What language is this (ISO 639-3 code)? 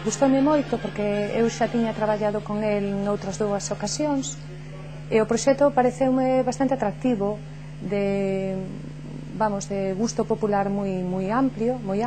glg